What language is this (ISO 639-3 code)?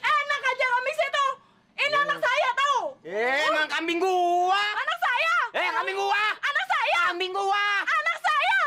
bew